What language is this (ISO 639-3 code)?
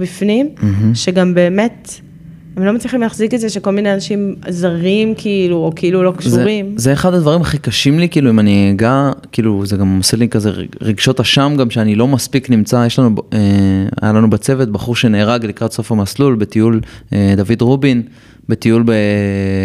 heb